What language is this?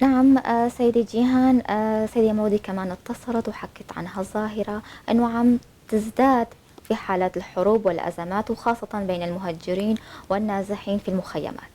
North Levantine Arabic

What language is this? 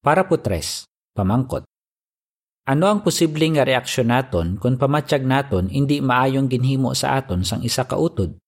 Hiligaynon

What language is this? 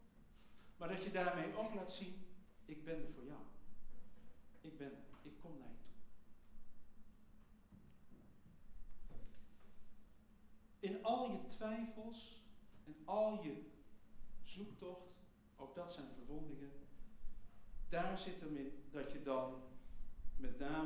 Dutch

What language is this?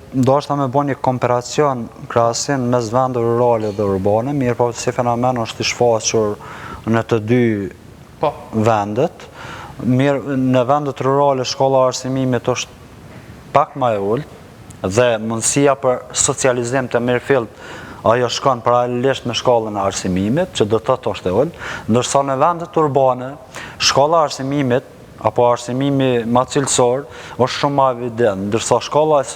Albanian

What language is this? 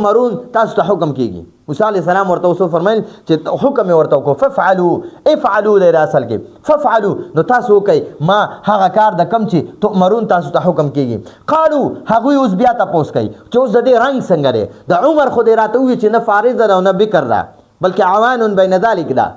Pashto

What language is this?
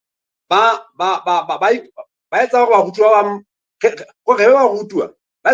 Southern Sotho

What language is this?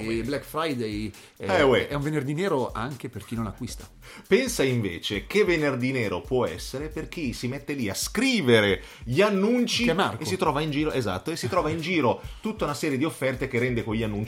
Italian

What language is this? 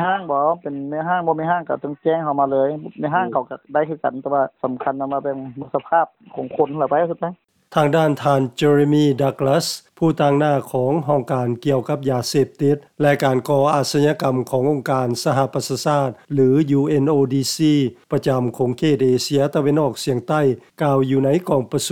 Lao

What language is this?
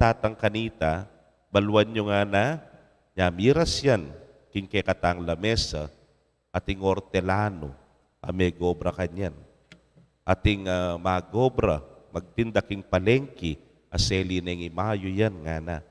Pampanga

